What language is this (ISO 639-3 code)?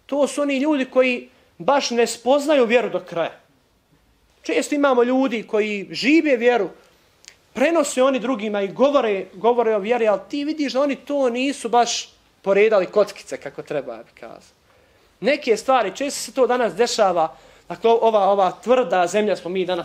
bos